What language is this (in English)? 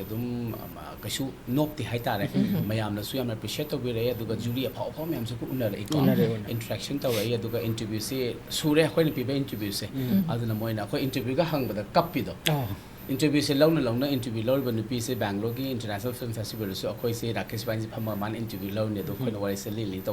Manipuri